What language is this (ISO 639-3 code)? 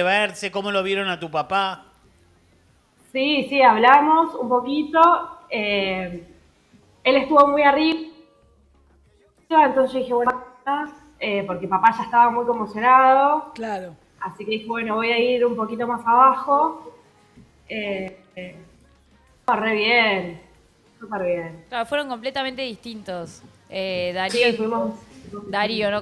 spa